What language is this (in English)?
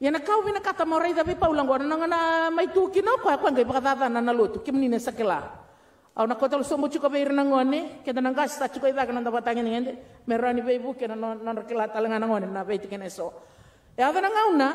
Fijian